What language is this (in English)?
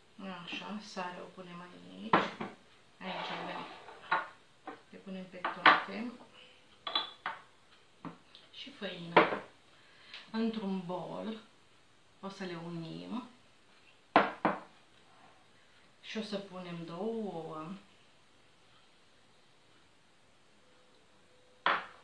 Romanian